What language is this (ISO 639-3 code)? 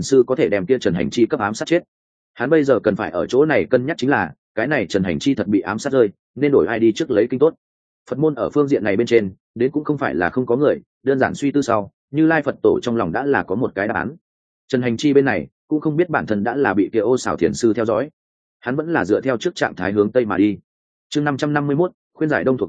vie